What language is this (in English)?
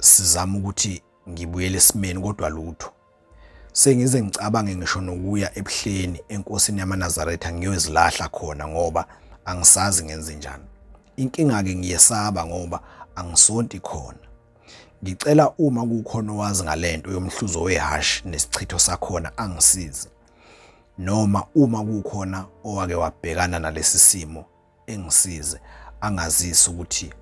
Zulu